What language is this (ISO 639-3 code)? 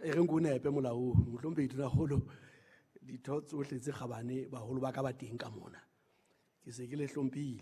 sot